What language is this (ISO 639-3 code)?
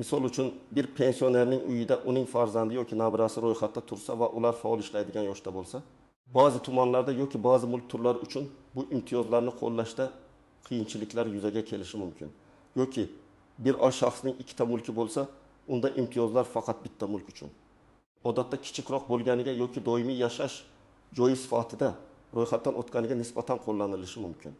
uzb